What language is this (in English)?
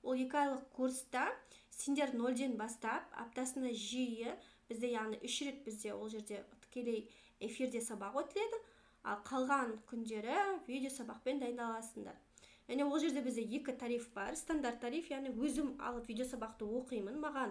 Kazakh